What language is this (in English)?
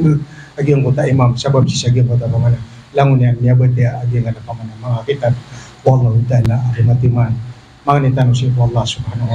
Maranao